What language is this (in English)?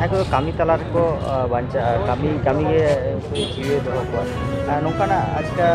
Santali